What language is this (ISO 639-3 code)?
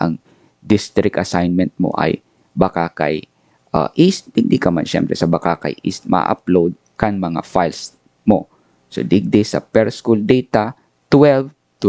bik